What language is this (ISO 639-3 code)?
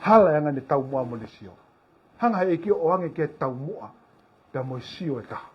ton